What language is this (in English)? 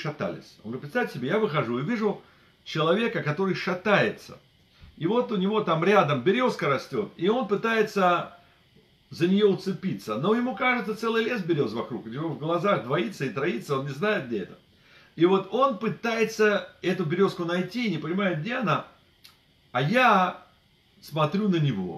Russian